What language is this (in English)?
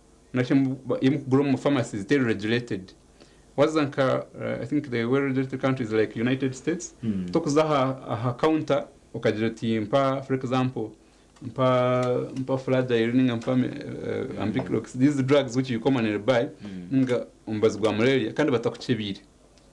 Nyankole